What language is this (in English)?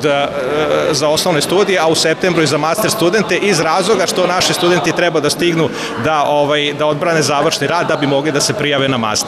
Serbian